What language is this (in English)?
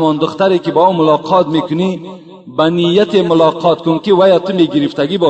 Tajik